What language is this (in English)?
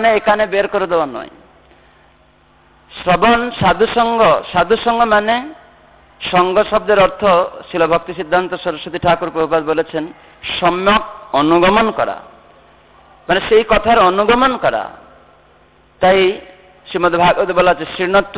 Bangla